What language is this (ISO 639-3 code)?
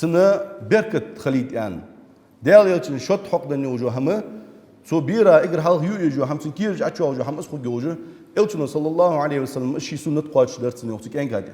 inh